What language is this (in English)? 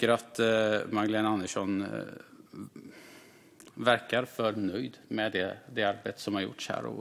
Swedish